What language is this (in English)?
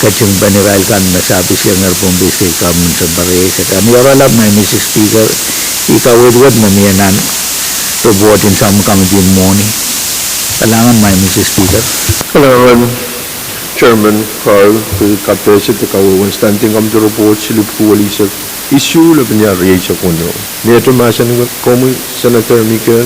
Pohnpeian